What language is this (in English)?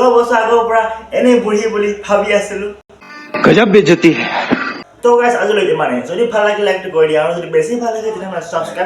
Assamese